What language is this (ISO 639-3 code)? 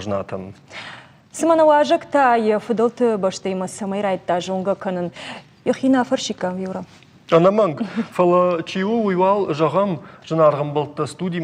oss